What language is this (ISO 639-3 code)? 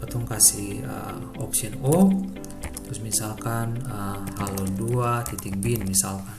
abs